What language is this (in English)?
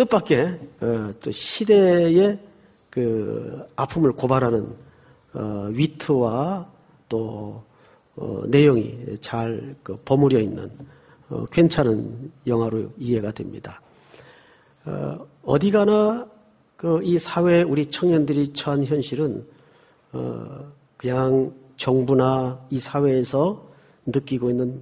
Korean